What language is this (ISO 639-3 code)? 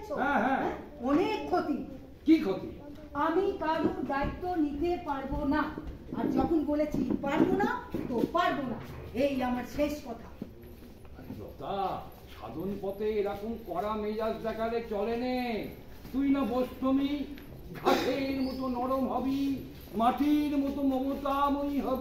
ben